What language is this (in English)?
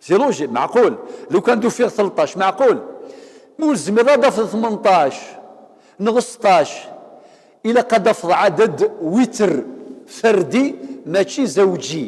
Kabyle